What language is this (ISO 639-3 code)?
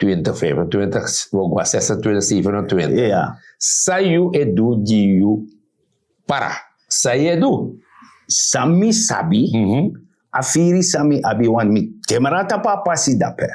srn